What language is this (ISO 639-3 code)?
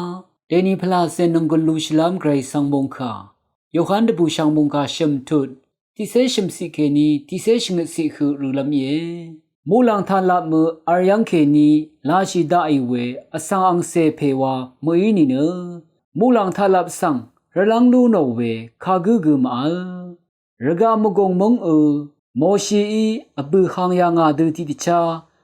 raw